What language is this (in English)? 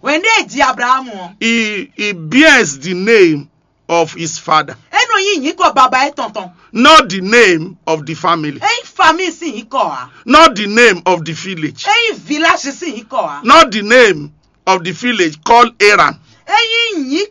Fon